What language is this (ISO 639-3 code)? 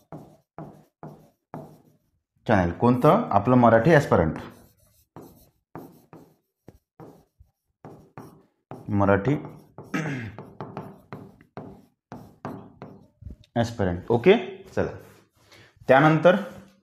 mar